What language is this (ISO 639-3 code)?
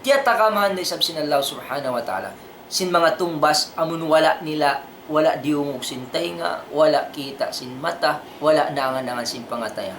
tsg